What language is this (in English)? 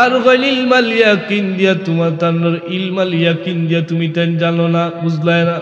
Sylheti